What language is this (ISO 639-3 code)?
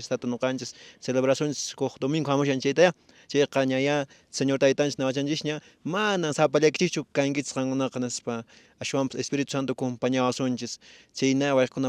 que